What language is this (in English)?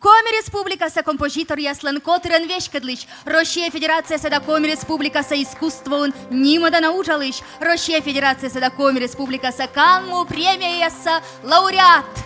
Komi